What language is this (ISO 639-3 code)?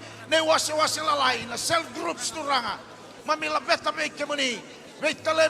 fij